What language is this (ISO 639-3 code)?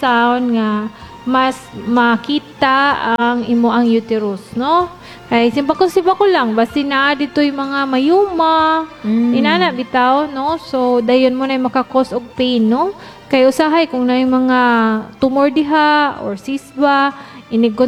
ceb